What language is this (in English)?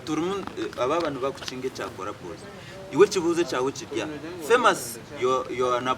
Nyankole